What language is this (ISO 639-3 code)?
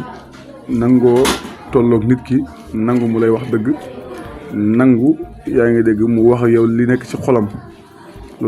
wol